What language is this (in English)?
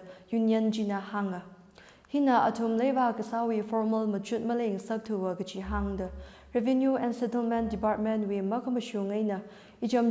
Tangkhul Naga (India)